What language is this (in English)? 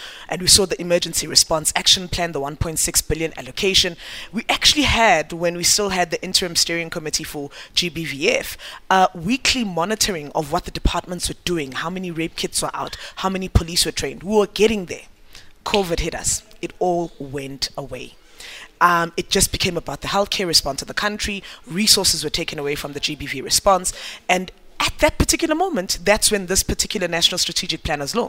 English